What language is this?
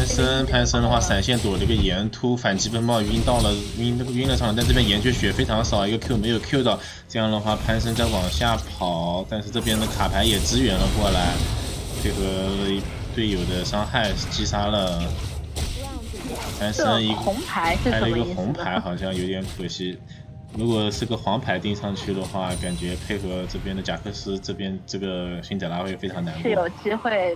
Chinese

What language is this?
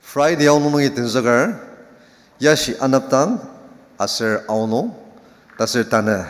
Ao Naga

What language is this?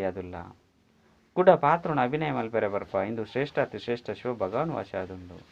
Tulu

